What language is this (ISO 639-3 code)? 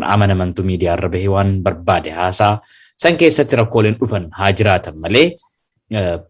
orm